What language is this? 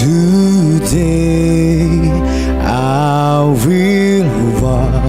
Batak Simalungun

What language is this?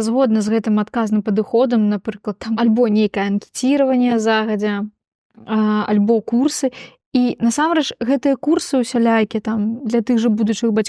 Belarusian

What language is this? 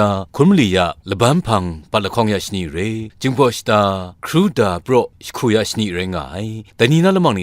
Kachin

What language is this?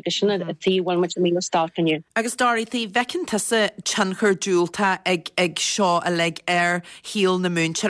Irish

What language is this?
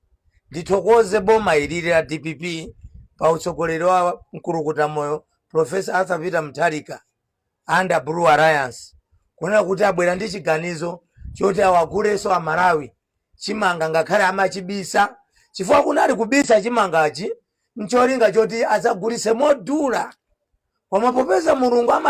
Nyanja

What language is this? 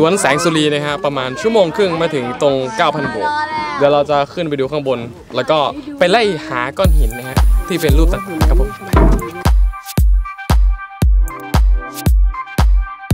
Thai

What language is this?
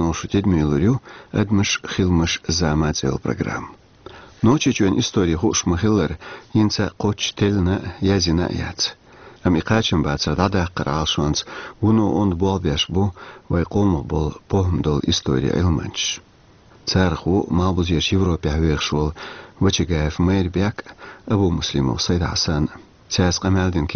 Chechen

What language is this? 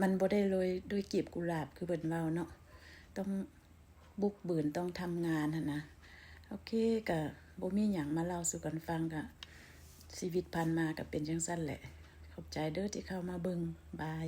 Lao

